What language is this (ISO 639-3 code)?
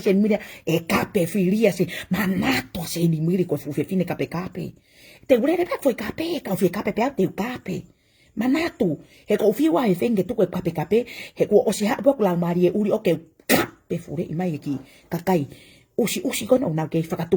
ton